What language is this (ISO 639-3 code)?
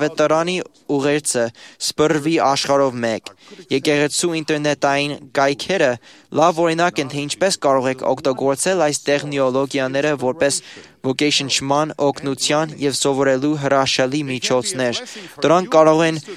hye